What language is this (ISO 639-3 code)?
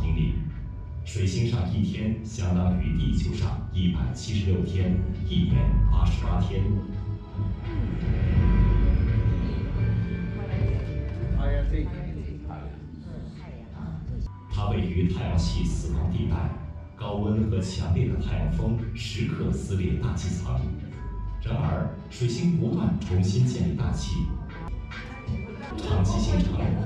zho